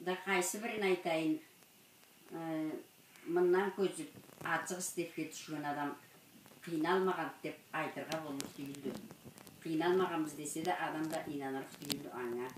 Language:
Karachay-Balkar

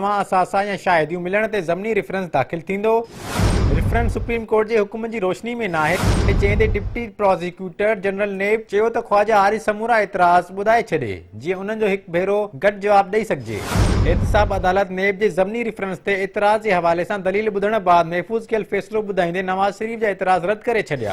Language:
Sindhi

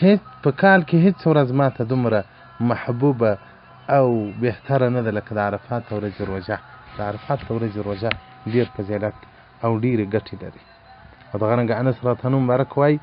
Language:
Pashto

